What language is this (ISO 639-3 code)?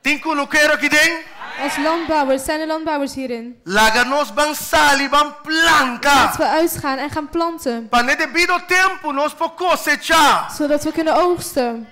pap